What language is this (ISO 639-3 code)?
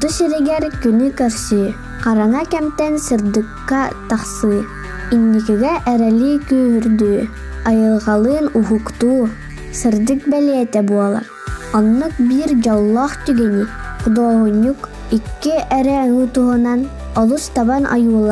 sah